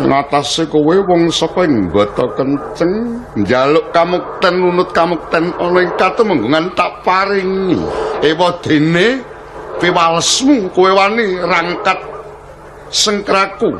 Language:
Javanese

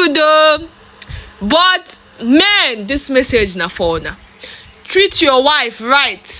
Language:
Nigerian Pidgin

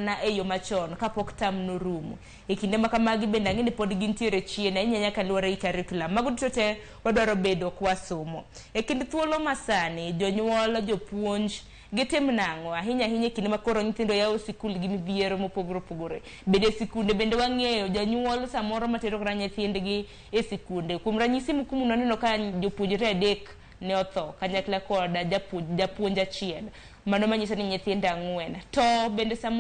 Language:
Luo (Kenya and Tanzania)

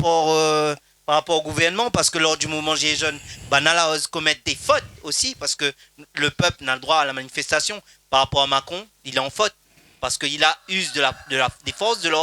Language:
Réunion Creole French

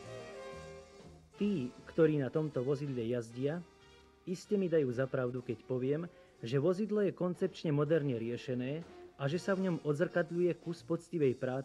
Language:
Slovak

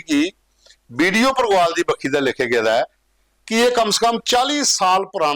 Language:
Dogri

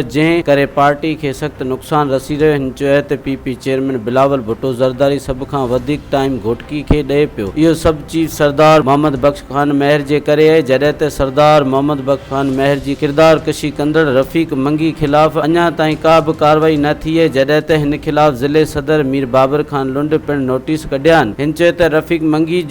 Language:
Sindhi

